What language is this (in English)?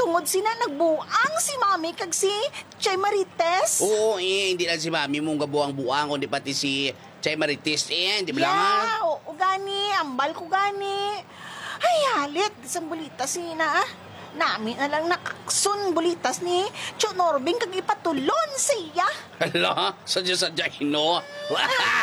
Hiligaynon